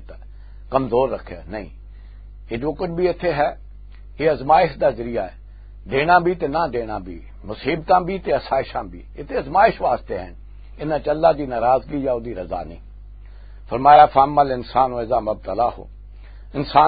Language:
Western Panjabi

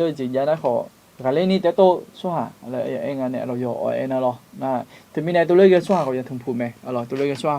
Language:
Akha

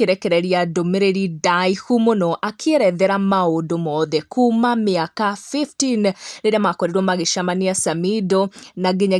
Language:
Kikuyu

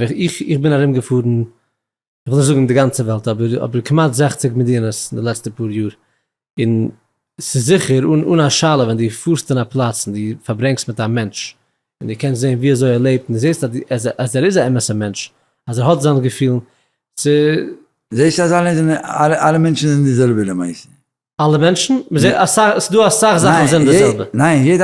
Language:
Yiddish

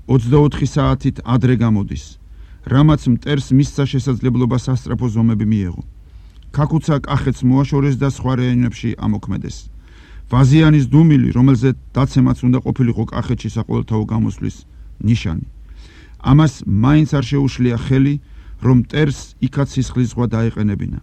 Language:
Georgian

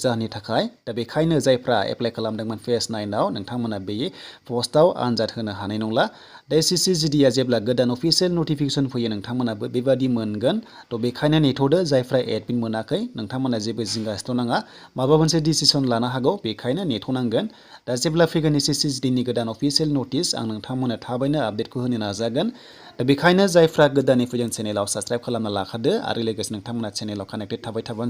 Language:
Bodo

